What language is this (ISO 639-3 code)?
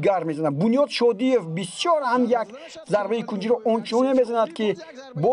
tgk